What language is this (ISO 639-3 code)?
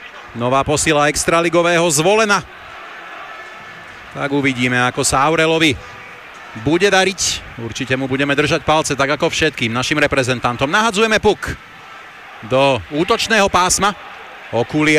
slk